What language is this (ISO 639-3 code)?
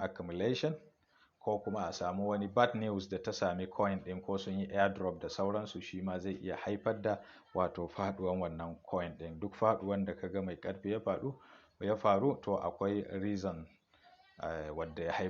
hau